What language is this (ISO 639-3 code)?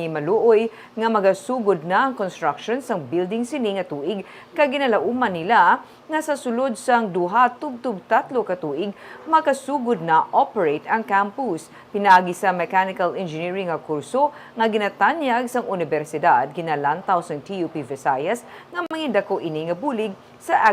hil